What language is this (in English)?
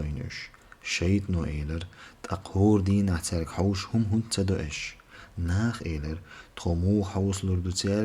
Chechen